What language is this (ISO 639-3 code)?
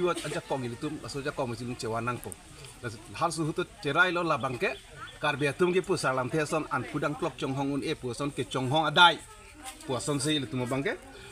mjw